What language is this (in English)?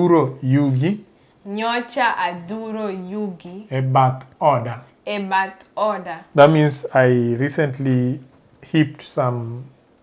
Luo (Kenya and Tanzania)